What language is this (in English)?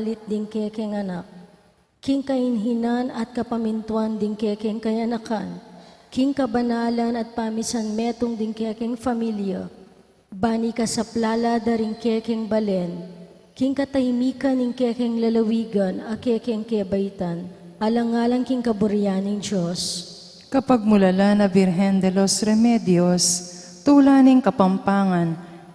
Pampanga